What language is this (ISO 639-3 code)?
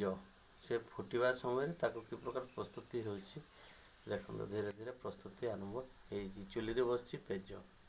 ori